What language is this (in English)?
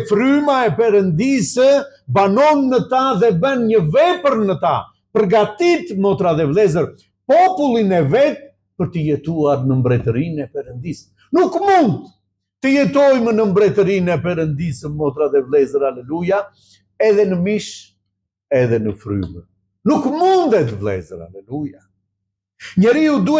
Albanian